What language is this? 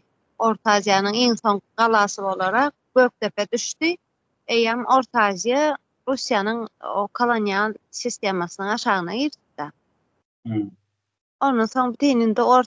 Turkmen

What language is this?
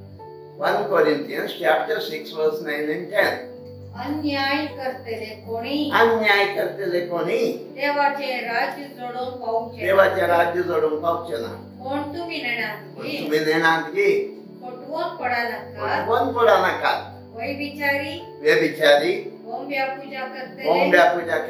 Konkani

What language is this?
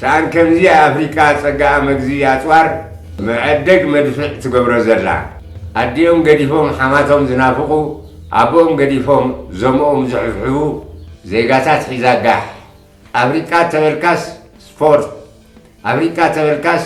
Tigrinya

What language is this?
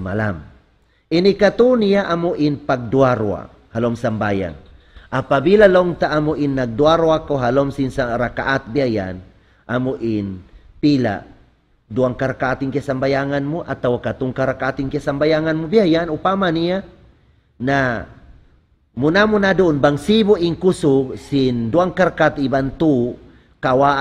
Tausug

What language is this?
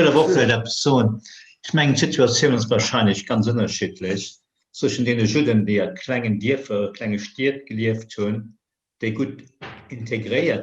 Luxembourgish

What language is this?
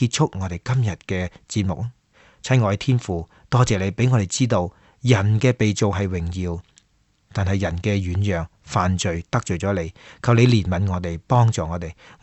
Cantonese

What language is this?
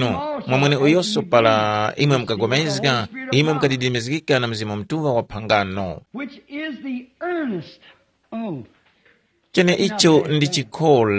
Tumbuka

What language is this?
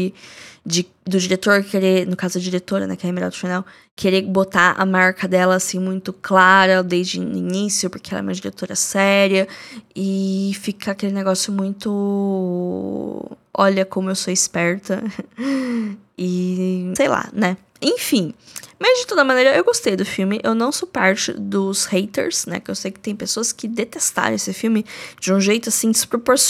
Portuguese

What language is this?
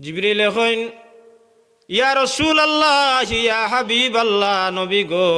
Sylheti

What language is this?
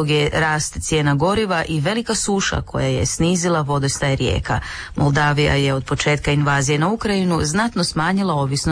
Croatian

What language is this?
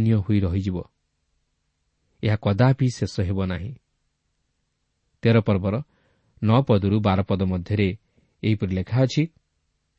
Odia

